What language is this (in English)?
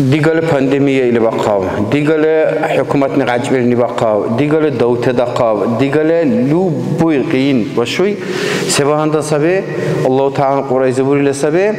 Dargwa